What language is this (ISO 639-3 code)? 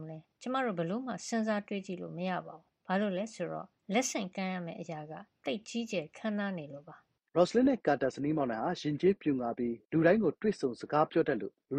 mya